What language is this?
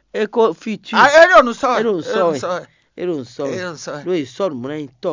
Fon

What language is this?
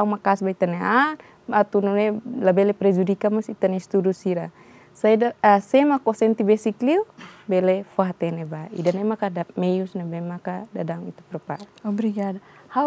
Tetum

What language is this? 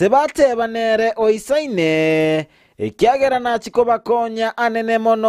Gusii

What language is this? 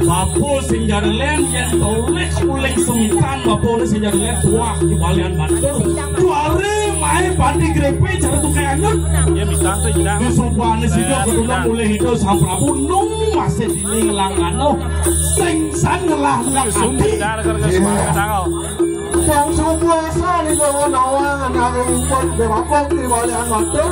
Balinese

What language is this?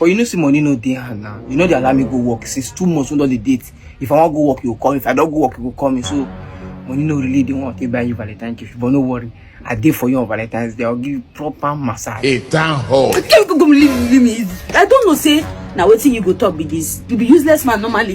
Nigerian Pidgin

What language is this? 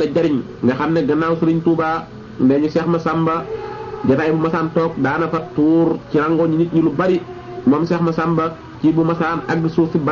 Wolof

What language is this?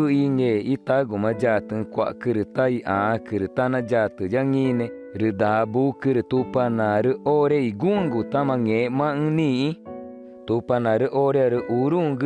Ticuna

